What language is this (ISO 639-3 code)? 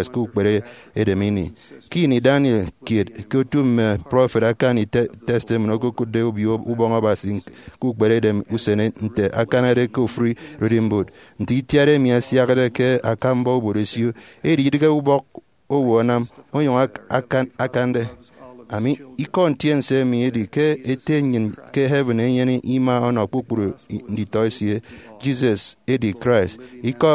efi